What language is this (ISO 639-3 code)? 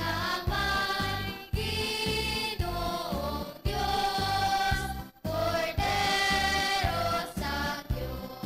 hil